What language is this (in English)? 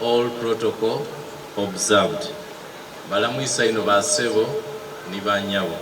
Soga